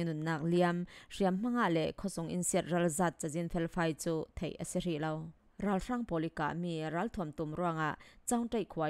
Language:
Falam Chin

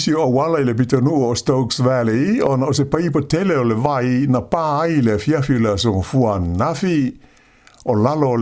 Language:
Samoan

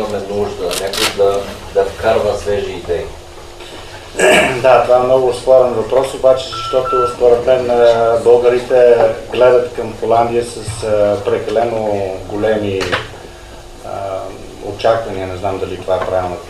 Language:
Bulgarian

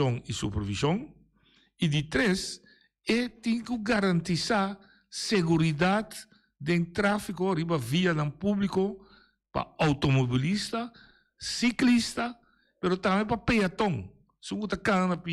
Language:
Papiamento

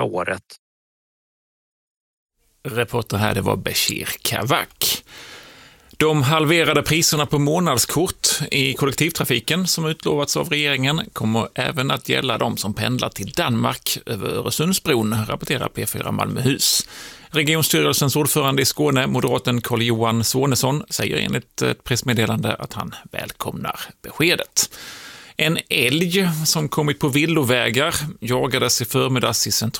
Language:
Swedish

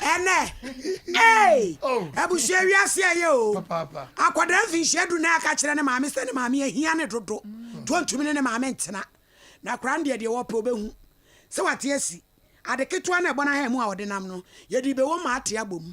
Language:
Akan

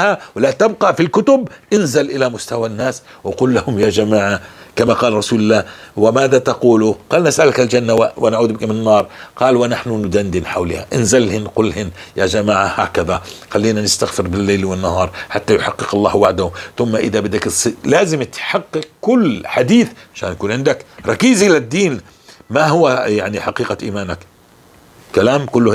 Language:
North Levantine Arabic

